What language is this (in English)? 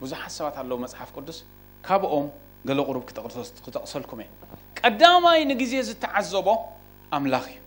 Tigrinya